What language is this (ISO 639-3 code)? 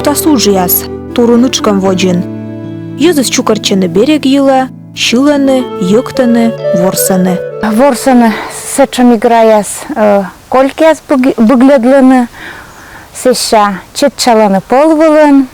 kom